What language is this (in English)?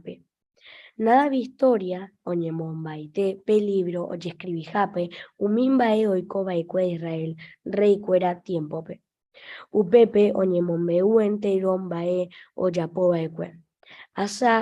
Guarani